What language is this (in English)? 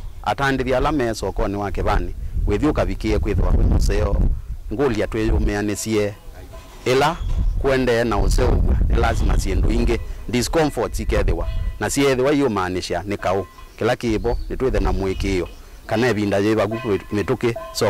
Kamba